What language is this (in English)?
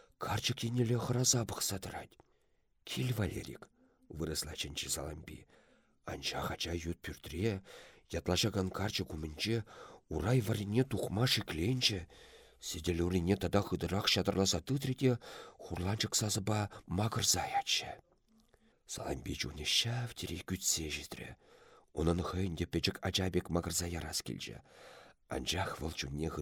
Chuvash